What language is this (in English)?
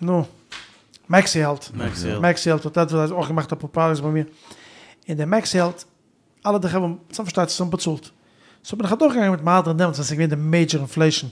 Yiddish